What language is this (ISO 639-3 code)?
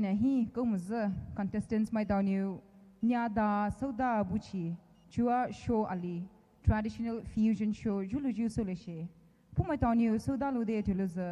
pmx